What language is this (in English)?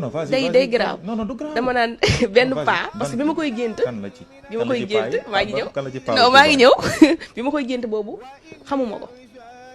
Wolof